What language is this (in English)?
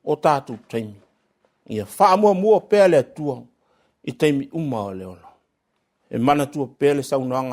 Samoan